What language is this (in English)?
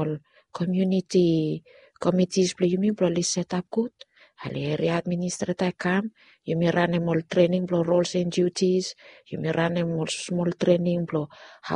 Bislama